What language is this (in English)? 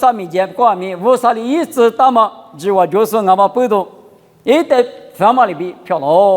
Lisu